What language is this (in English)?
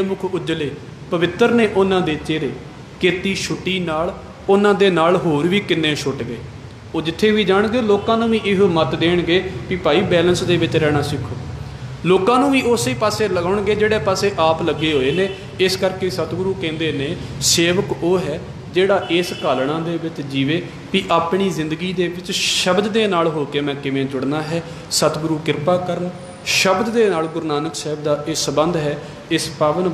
Punjabi